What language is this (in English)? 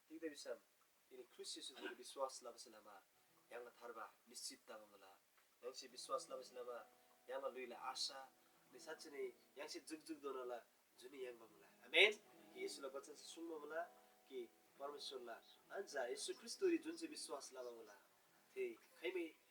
Eastern Tamang